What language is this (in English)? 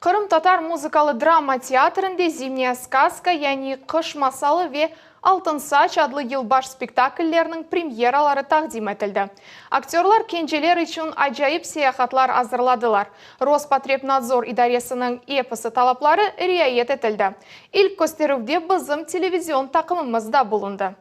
Crimean Tatar